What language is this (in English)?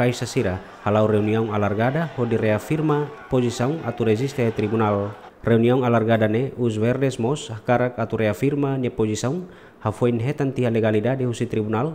Tetum